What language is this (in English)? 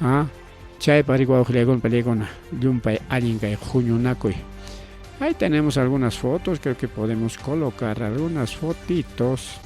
Ayacucho Quechua